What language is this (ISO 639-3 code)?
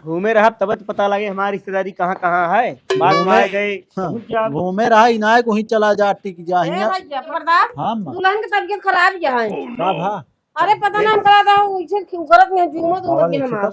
awa